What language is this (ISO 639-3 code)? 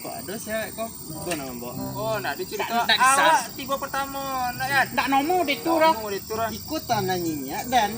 min